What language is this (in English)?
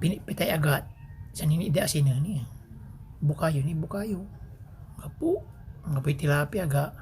Pangasinan